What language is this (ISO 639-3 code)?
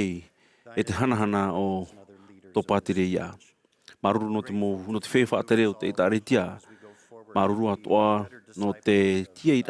tah